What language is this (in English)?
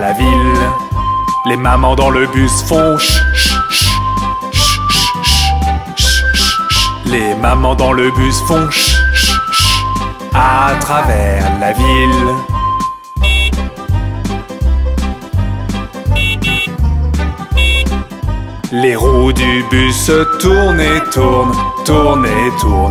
French